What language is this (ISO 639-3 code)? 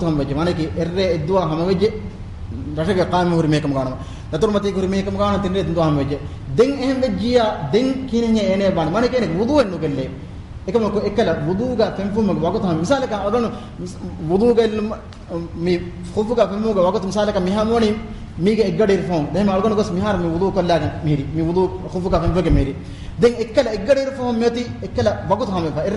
div